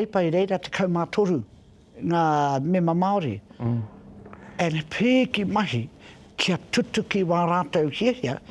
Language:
Māori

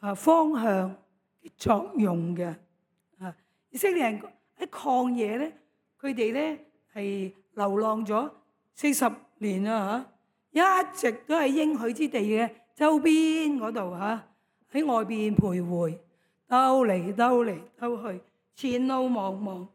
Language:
Cantonese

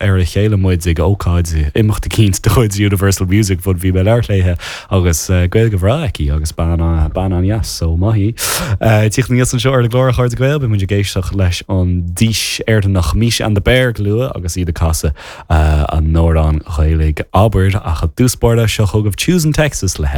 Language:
Irish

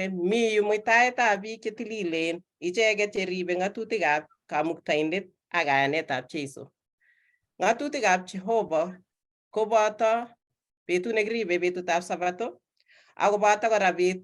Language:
Kalenjin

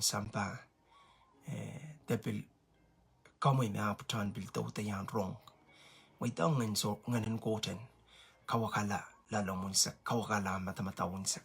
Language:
Pohnpeian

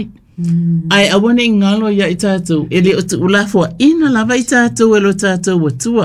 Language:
Samoan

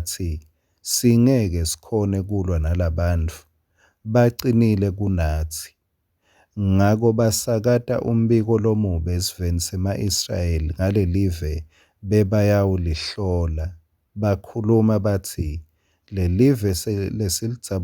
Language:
Swati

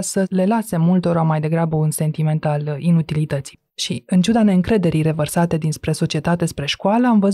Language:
Romanian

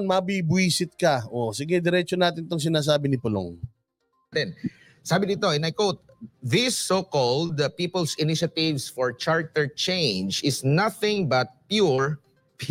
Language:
Filipino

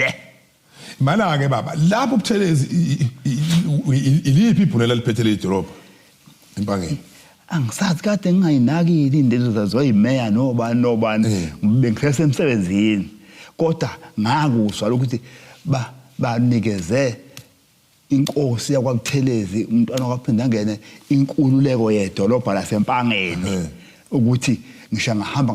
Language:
Zulu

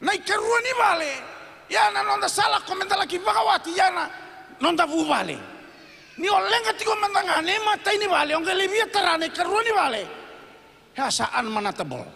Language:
Fijian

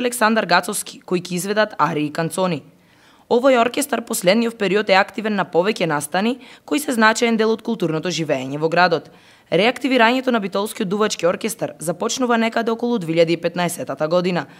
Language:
Macedonian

